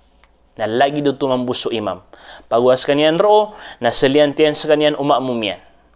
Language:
Maranao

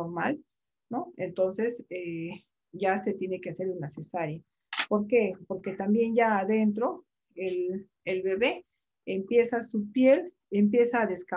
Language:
Spanish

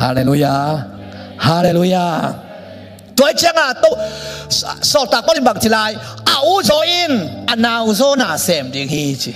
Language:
Tedim Chin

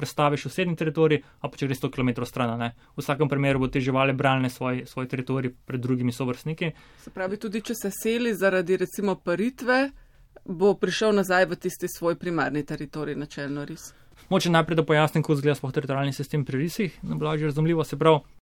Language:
Slovenian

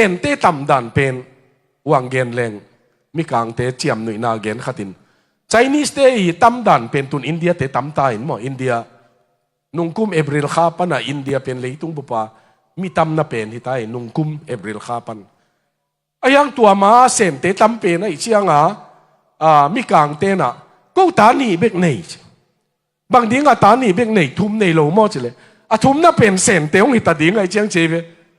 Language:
Tedim Chin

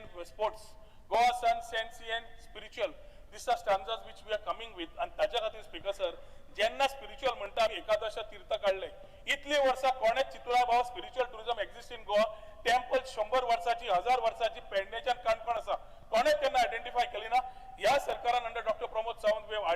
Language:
Konkani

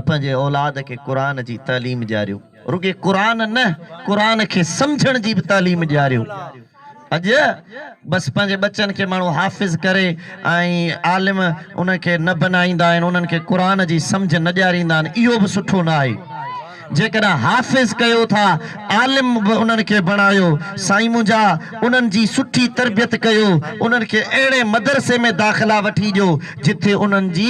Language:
Sindhi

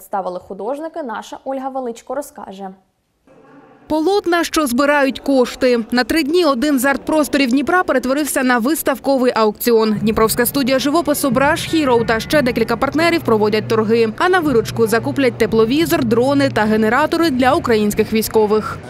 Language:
Ukrainian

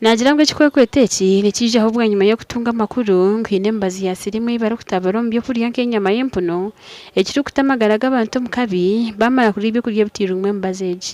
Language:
Nyankole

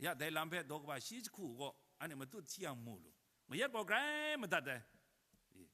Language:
Kachin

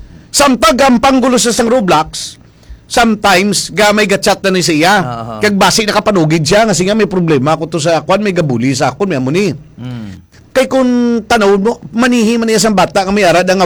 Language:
Hiligaynon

